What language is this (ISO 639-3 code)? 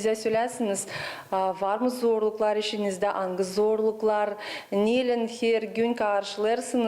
gag